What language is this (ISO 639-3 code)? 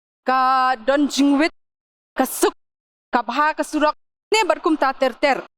kha